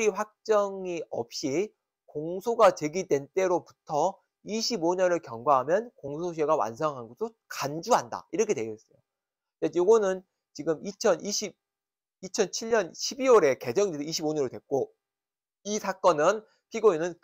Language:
Korean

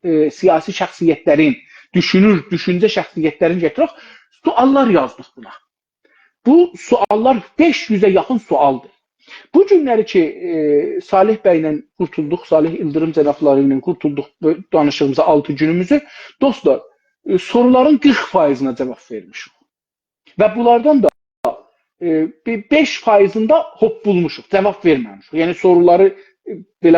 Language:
South Azerbaijani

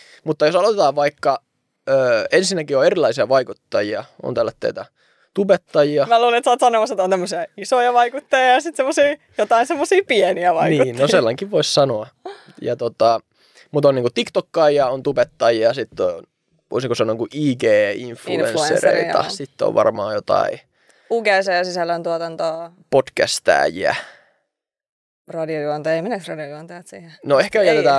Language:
Finnish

